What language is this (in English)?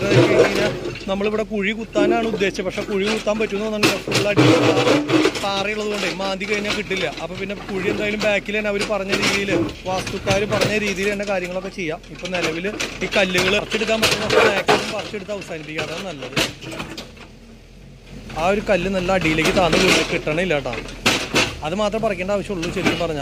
Malayalam